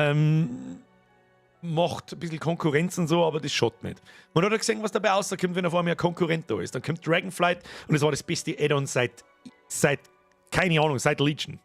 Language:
Bavarian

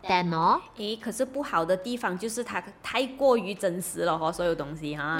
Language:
Chinese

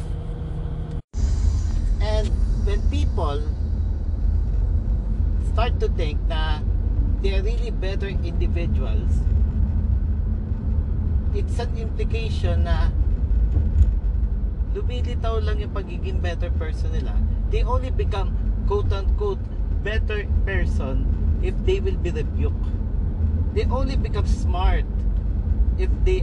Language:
Filipino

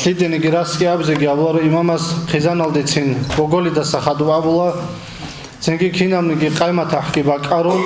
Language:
Avaric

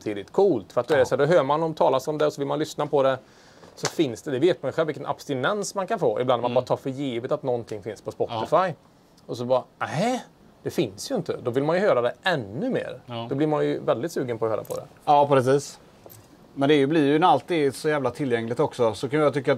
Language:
Swedish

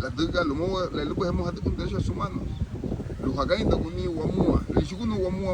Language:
Garifuna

